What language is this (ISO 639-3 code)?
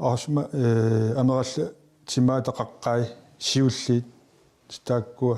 kal